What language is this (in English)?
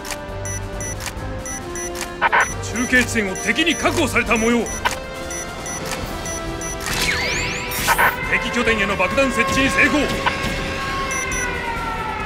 Japanese